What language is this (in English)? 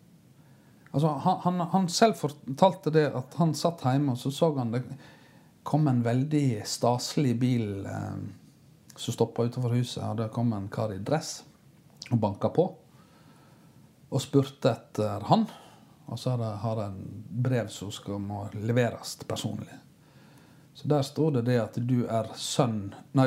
Norwegian